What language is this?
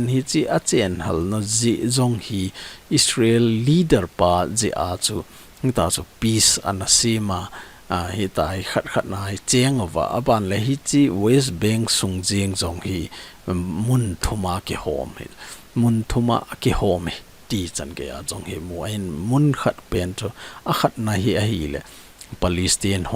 Thado Chin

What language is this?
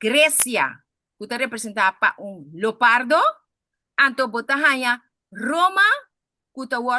Papiamento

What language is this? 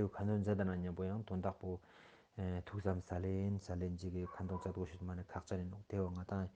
Ladakhi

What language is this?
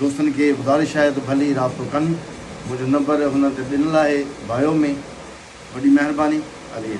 Sindhi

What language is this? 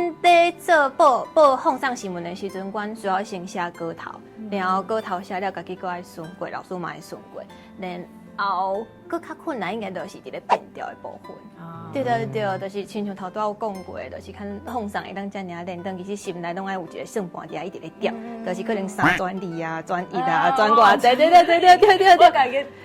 Min Nan Chinese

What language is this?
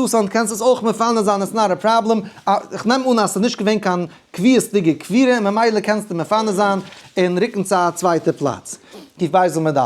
Yiddish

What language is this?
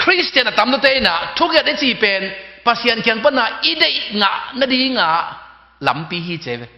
Tedim Chin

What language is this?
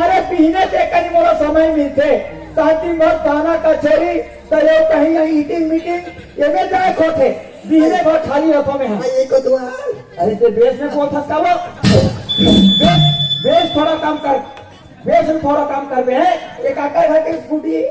Chhattisgarhi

